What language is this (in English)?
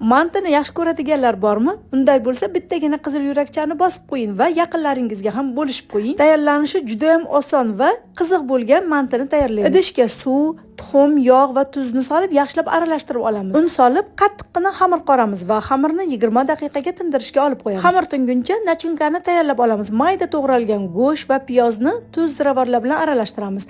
Uzbek